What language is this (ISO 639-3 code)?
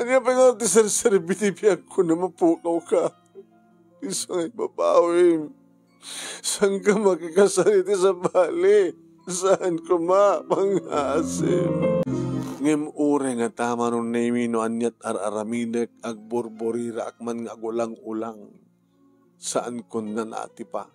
ilo